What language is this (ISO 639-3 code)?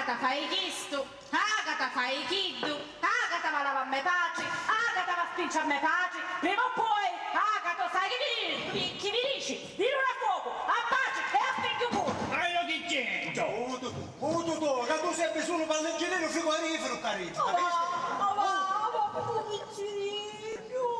scn